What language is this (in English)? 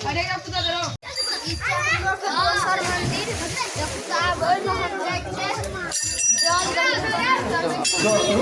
Maithili